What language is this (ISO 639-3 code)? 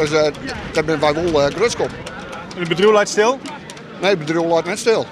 fry